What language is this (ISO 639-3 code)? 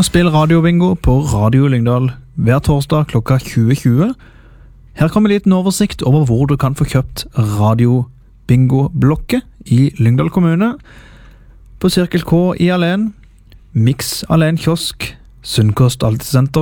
nor